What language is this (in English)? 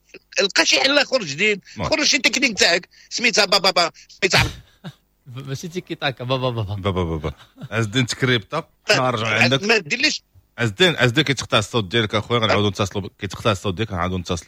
Moroccan Arabic